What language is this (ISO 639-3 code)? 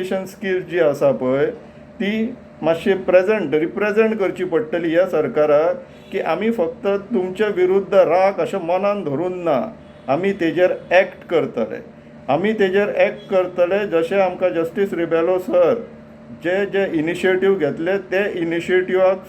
kok